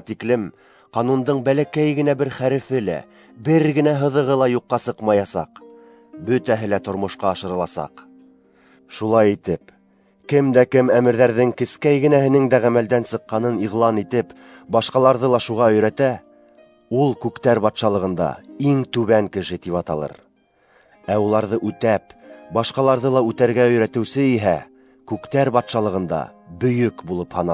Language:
Bashkir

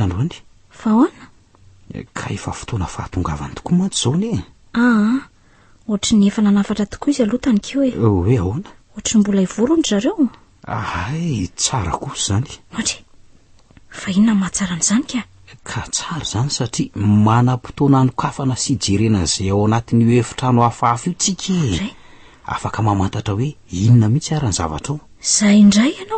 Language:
Malagasy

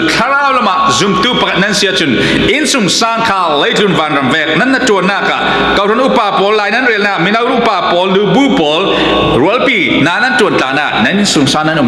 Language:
Falam Chin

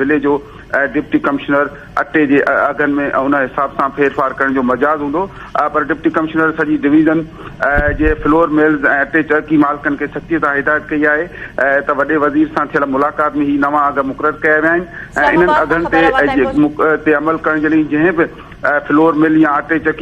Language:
Sindhi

